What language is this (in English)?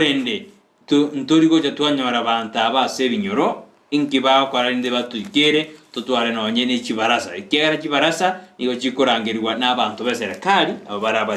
Gusii